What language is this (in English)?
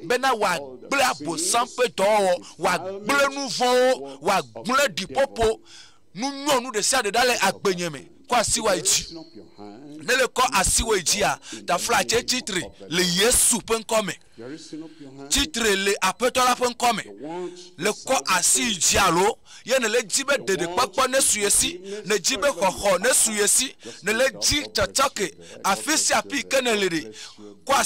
Ewe